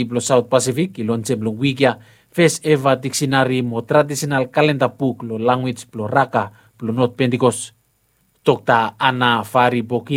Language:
Bislama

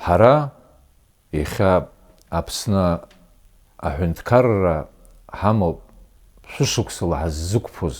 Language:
Abkhazian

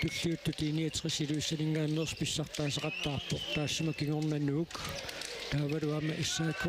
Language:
Kalaallisut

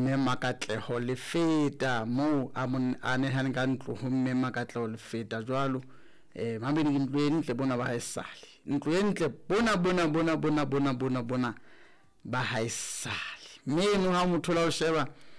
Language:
Southern Sotho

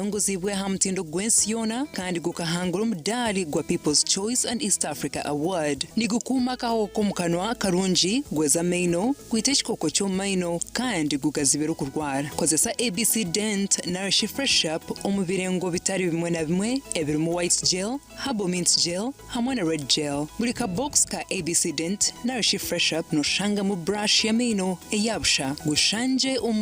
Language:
Nyankole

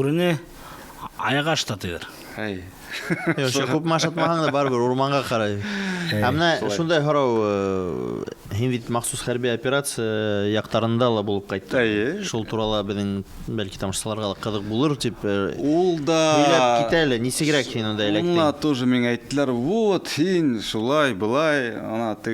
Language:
Bashkir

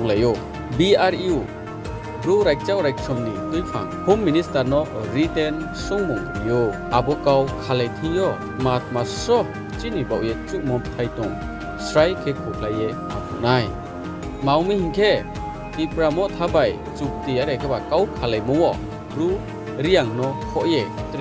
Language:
Riang (India)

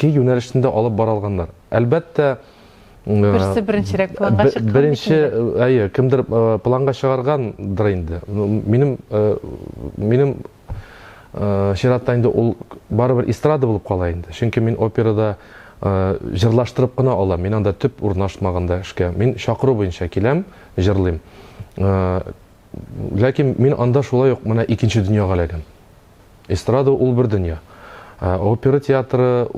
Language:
Tatar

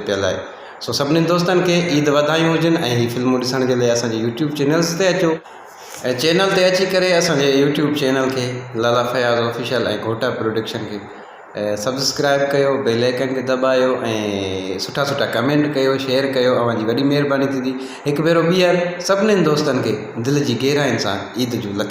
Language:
Sindhi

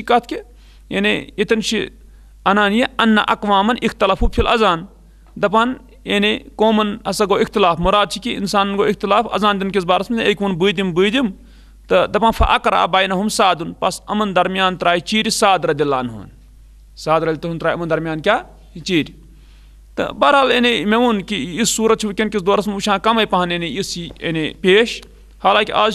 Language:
Kashmiri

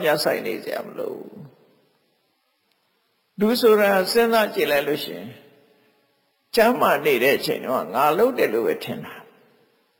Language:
Burmese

